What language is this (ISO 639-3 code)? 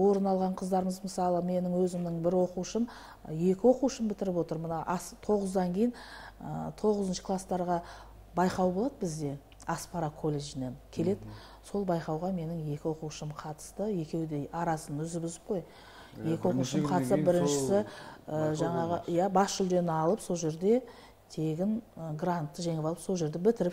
kaz